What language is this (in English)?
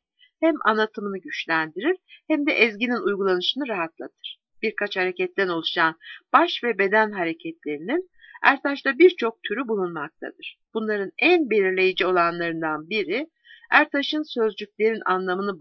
Turkish